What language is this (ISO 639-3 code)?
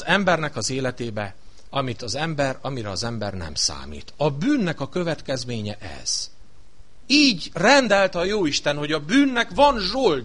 hun